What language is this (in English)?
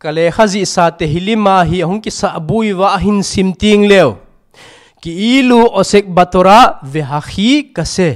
Thado Chin